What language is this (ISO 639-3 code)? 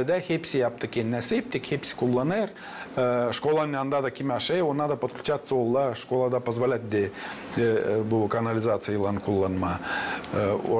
gag